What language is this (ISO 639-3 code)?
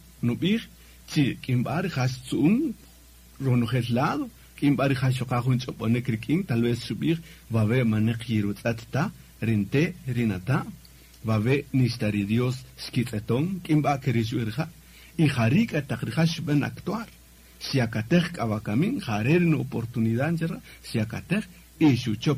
cak